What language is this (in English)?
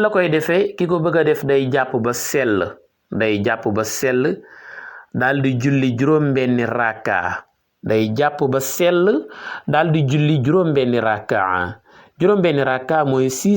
Wolof